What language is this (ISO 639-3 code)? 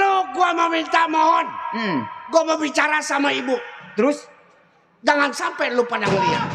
bew